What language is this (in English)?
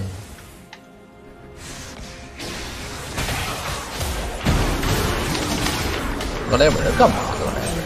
Chinese